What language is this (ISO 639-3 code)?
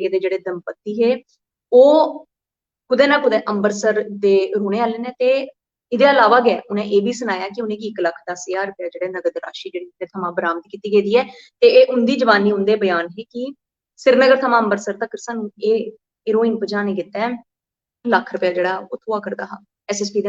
doi